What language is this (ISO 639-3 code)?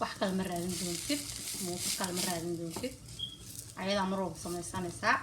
som